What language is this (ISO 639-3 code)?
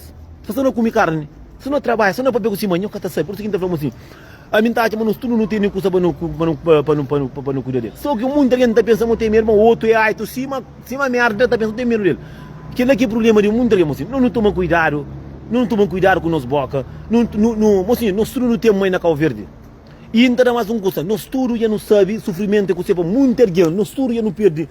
kea